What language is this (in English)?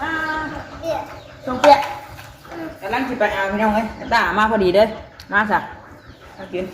Northeastern Thai